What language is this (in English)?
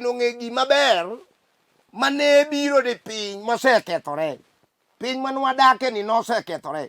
Luo (Kenya and Tanzania)